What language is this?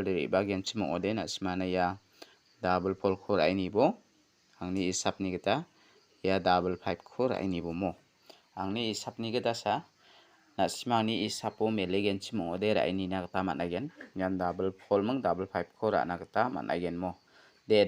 Garo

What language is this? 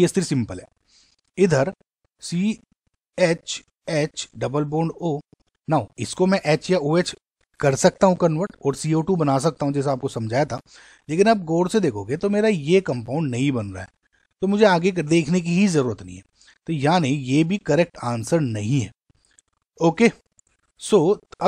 Hindi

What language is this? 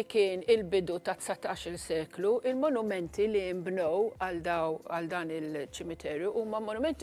Maltese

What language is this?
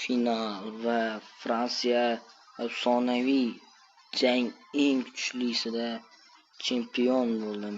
Uzbek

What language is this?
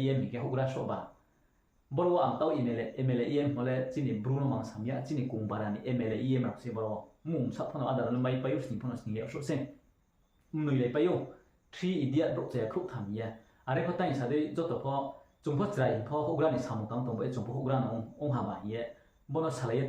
Riang (India)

